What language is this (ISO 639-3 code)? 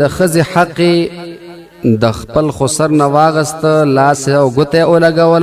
pus